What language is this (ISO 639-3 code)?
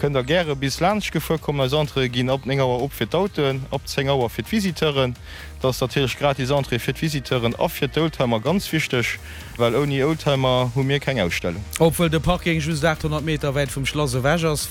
ltz